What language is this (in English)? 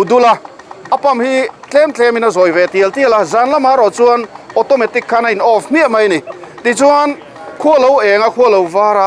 Mizo